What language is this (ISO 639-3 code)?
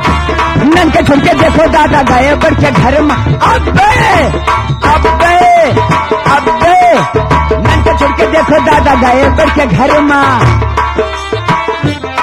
bho